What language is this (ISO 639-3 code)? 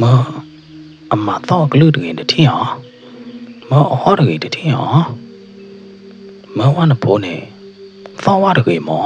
ksw